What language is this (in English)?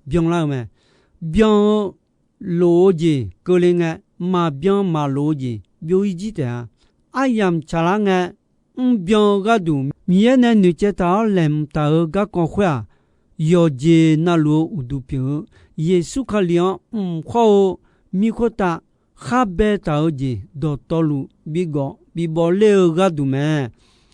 Akha